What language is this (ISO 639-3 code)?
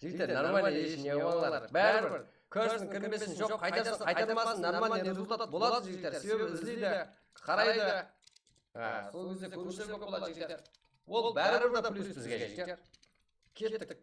kaa